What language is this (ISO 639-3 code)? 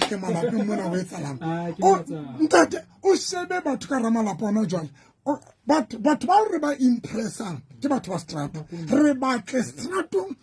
sot